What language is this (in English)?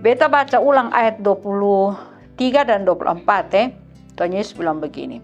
Kupang Malay